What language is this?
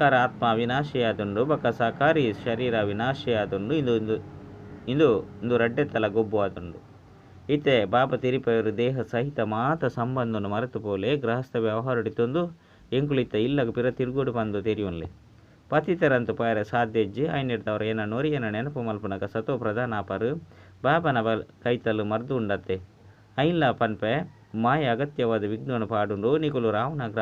Tulu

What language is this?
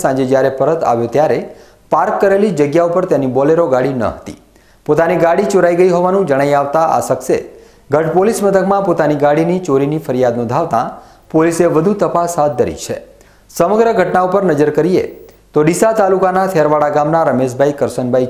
Gujarati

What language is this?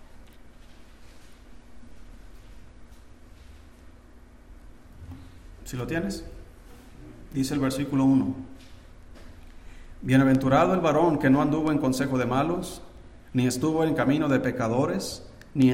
Spanish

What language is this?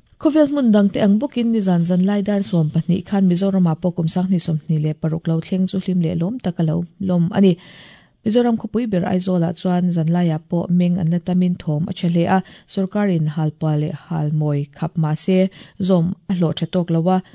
Mizo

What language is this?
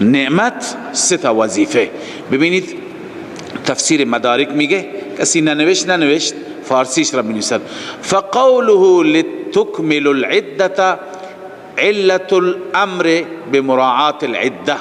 Persian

